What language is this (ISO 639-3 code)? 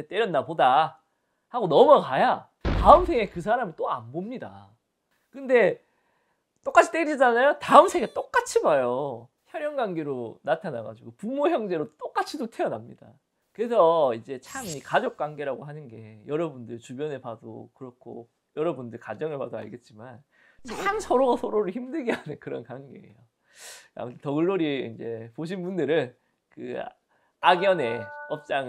kor